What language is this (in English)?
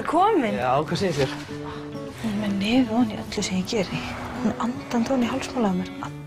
Icelandic